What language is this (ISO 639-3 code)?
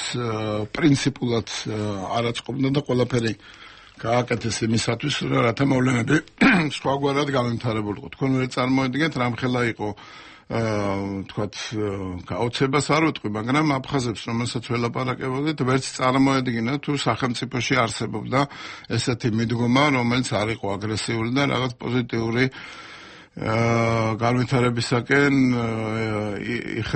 kat